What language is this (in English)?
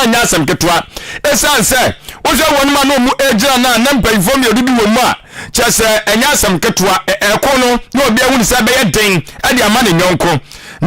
Akan